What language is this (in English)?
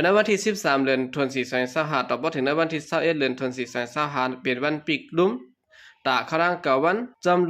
Shan